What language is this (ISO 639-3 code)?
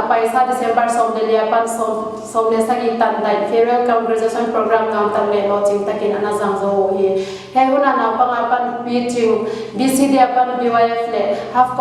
pck